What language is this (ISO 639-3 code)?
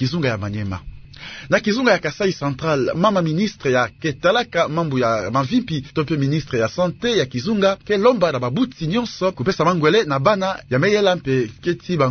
ktu